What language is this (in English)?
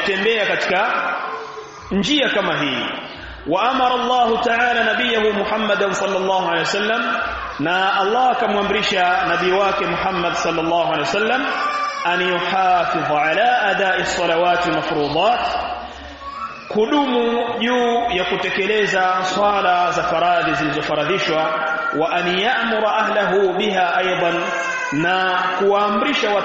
Swahili